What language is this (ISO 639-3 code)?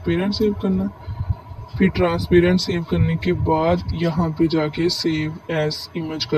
hin